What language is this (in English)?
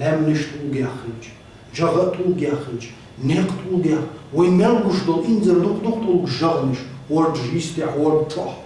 Chechen